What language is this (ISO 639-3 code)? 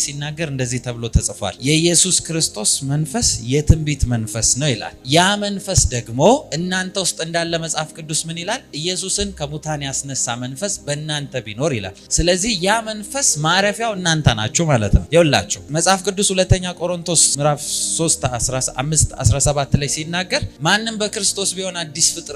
amh